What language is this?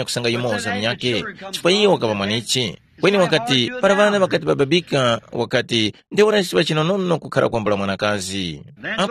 Tumbuka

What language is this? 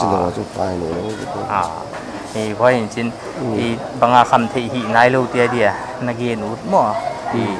Paite Chin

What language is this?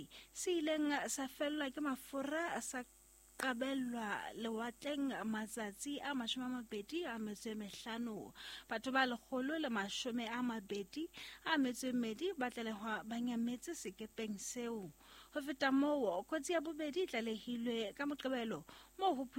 Southern Sotho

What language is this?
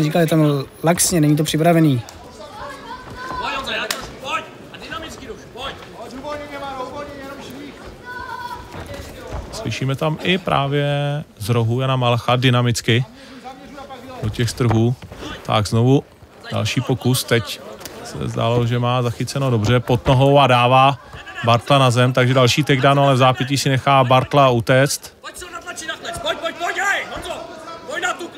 Czech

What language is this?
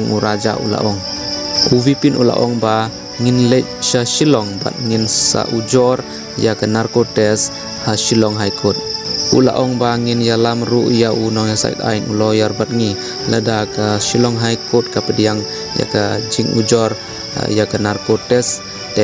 Khasi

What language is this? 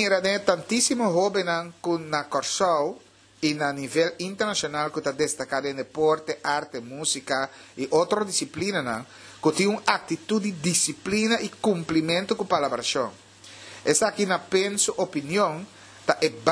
Papiamento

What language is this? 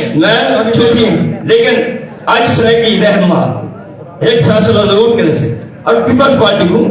Saraiki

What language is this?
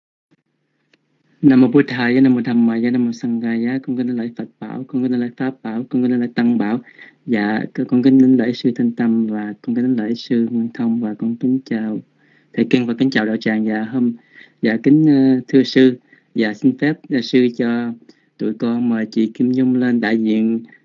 Vietnamese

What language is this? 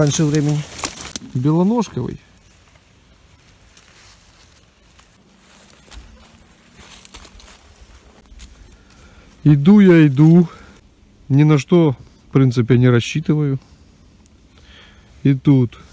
Russian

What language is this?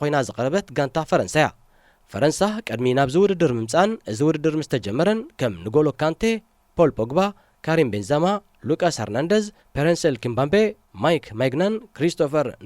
Tigrinya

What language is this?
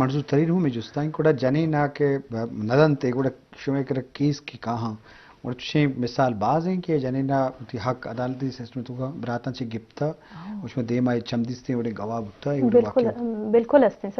Eastern Balochi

